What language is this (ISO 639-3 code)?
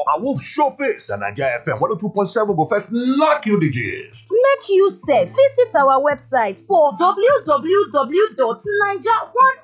pcm